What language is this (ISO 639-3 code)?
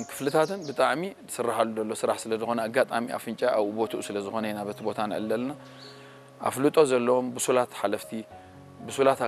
tir